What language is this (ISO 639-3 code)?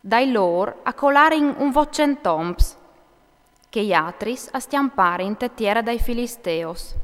fur